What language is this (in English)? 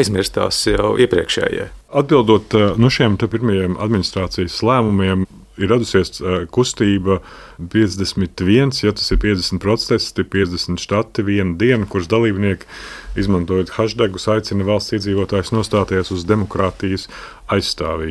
Latvian